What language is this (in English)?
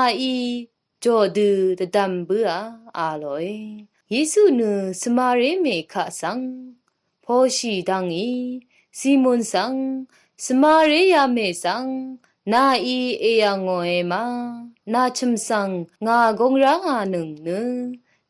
Rawang